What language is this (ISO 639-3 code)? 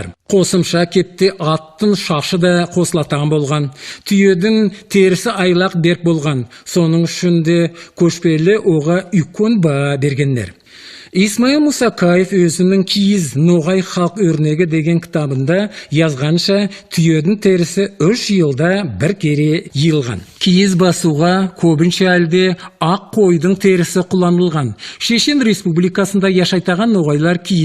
nog